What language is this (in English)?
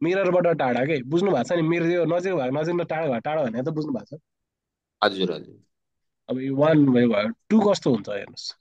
Nepali